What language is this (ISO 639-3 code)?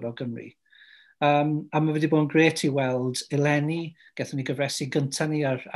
cym